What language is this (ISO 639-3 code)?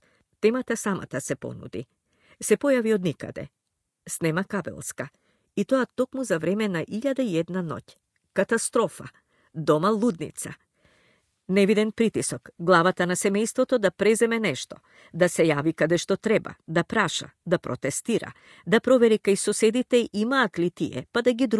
mkd